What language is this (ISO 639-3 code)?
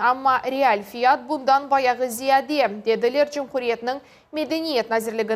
crh